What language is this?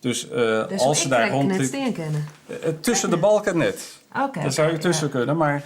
Western Frisian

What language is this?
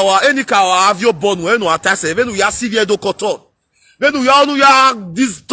Nigerian Pidgin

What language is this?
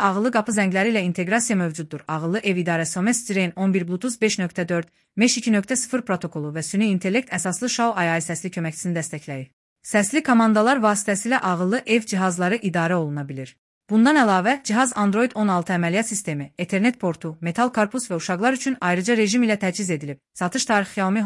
Azerbaijani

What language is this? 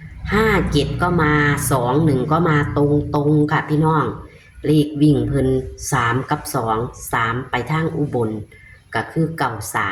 Northeastern Thai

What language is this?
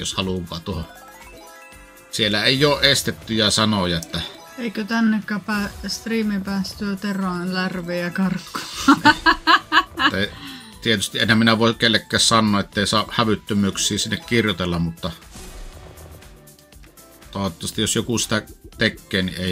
Finnish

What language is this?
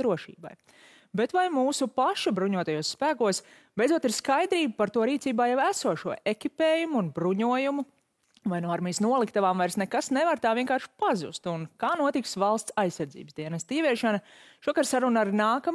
Latvian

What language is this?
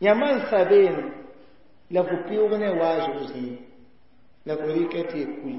Mossi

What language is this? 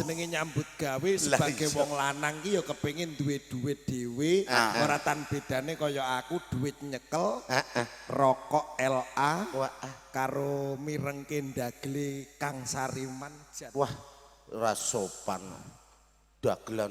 Javanese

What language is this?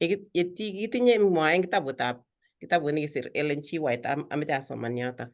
Kalenjin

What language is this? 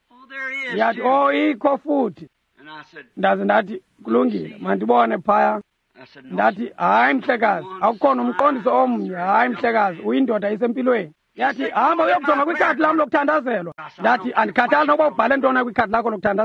Xhosa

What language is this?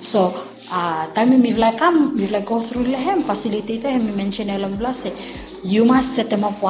Bislama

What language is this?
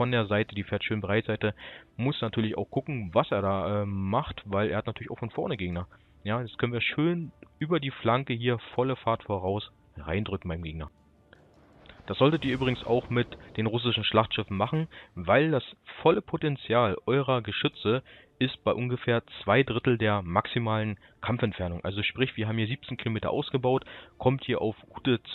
German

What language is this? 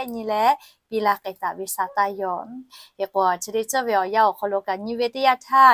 Lahu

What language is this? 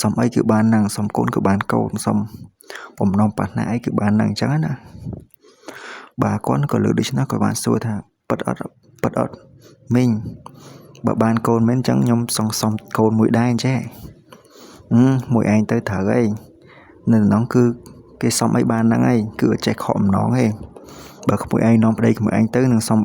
Khmer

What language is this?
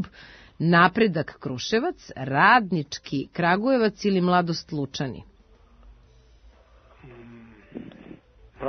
Serbian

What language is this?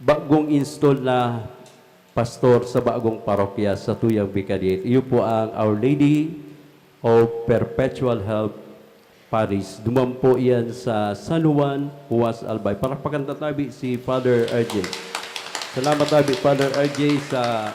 Bikol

